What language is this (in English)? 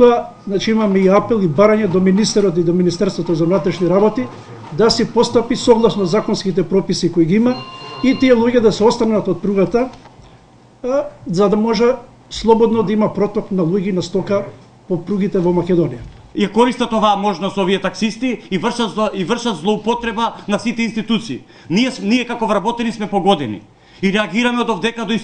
Macedonian